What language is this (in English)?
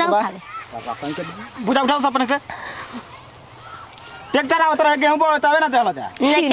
Bhojpuri